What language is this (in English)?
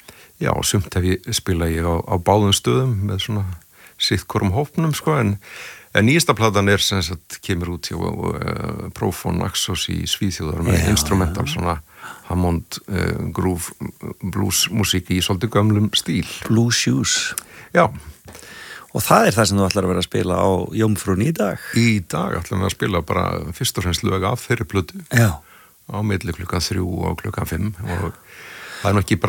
Icelandic